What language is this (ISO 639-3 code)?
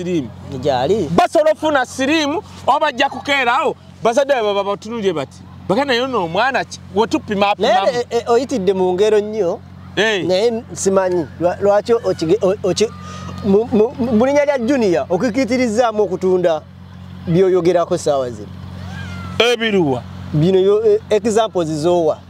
lug